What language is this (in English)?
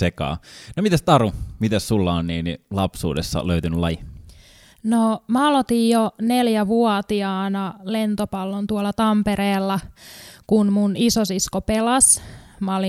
Finnish